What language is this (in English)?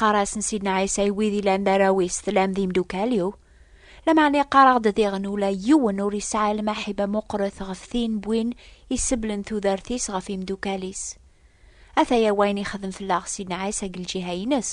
Kabyle